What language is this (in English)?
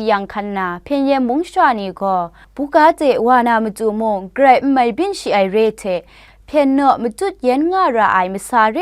Kachin